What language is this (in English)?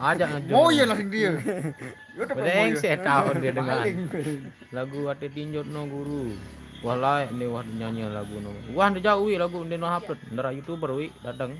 Sasak